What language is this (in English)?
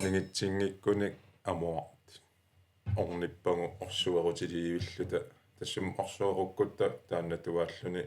Kalaallisut